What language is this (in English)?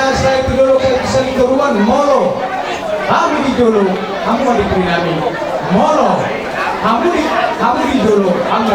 Batak Toba